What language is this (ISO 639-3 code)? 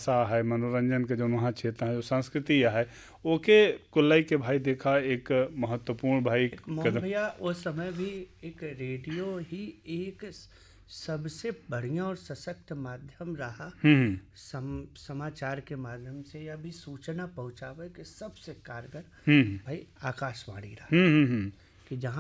bho